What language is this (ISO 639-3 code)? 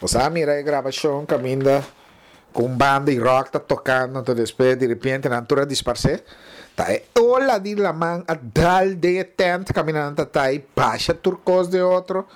pap